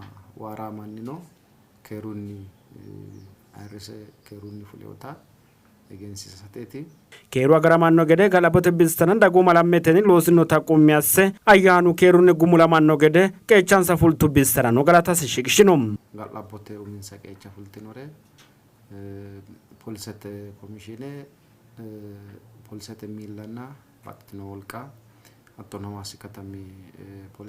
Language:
Sidamo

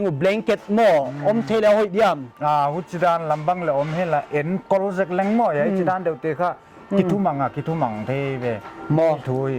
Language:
Paite Chin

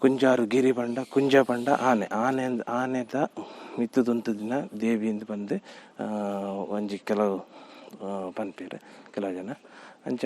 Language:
Tulu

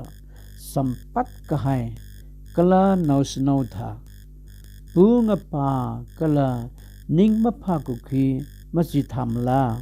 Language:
Tangkhul Naga (India)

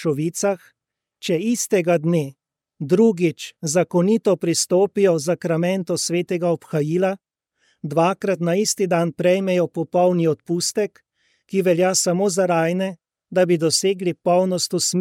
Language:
Slovenian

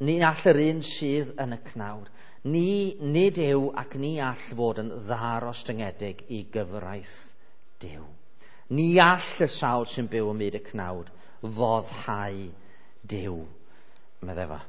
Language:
Welsh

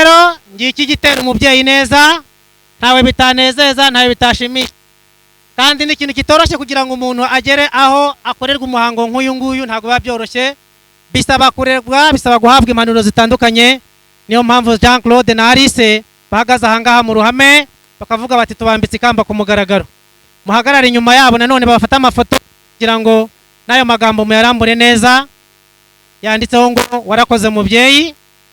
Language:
Kinyarwanda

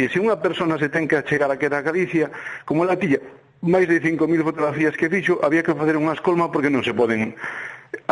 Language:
Galician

